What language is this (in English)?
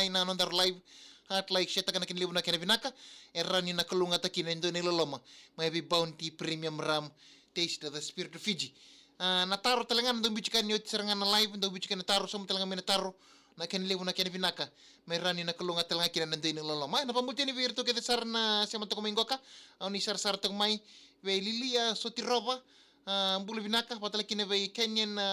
Fijian